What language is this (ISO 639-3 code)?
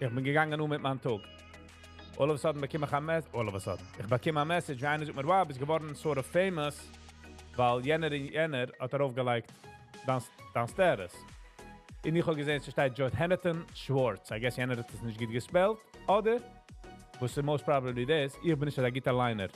yid